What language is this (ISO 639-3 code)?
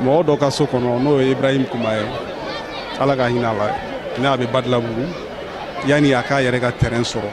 bam